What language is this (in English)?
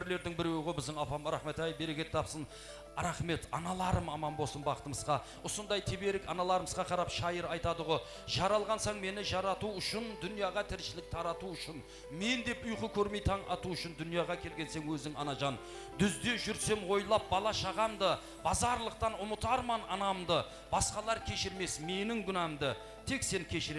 Kara-Kalpak